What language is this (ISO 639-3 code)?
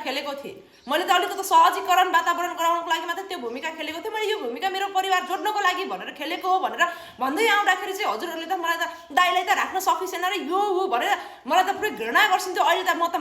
nep